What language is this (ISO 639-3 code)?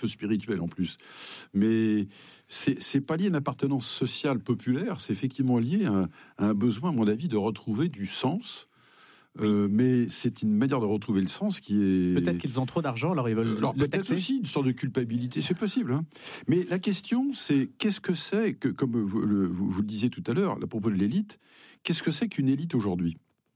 fra